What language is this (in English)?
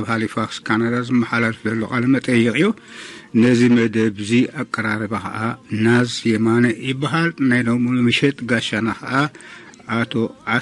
Tigrinya